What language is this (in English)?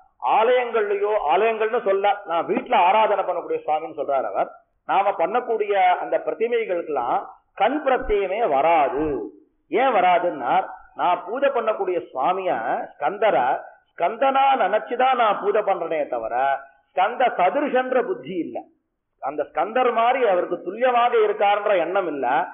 Tamil